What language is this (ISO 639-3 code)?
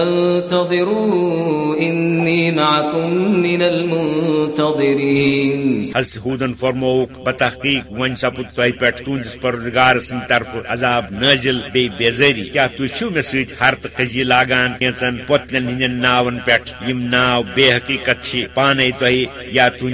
kas